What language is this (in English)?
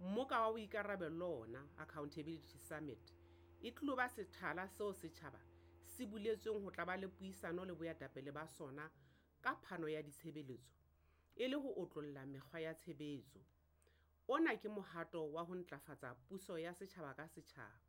Southern Sotho